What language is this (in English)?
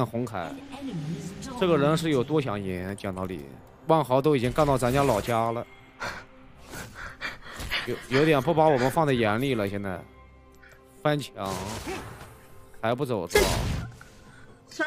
Chinese